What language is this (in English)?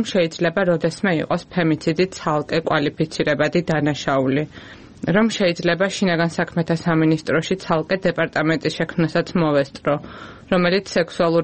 Georgian